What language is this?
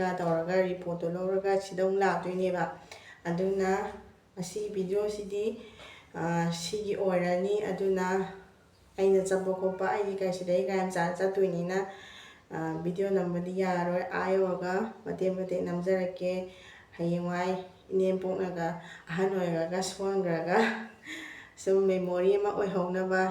Manipuri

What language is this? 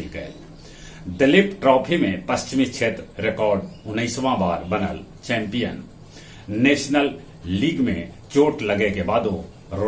Magahi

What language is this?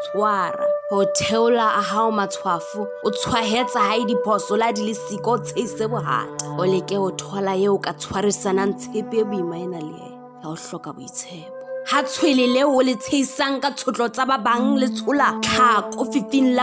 Southern Sotho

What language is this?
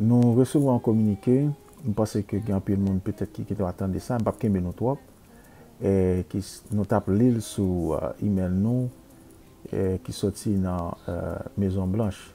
Haitian Creole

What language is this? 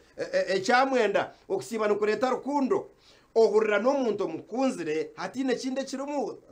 Nyankole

